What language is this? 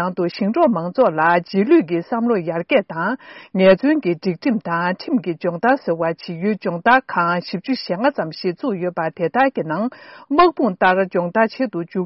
Tibetan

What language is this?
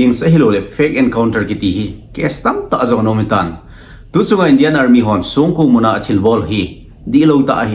Thado Chin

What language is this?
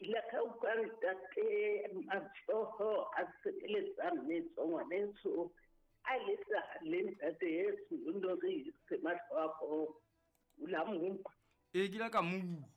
Southern Sotho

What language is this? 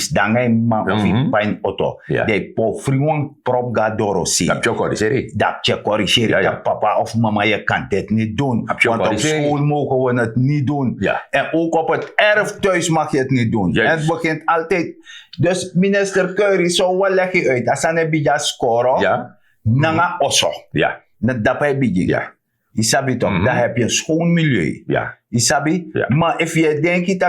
Sranan Tongo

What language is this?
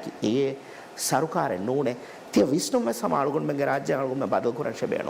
Divehi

